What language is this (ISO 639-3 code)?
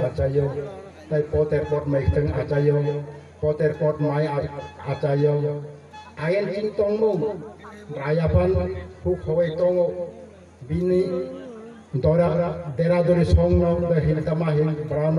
trp